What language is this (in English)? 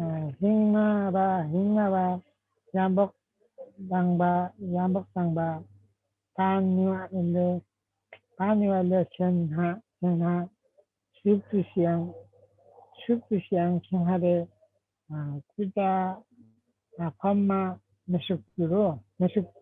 Limbu